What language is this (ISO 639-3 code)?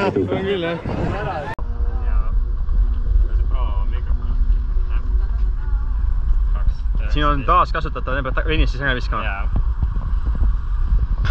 est